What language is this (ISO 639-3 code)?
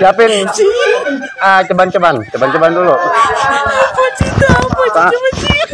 bew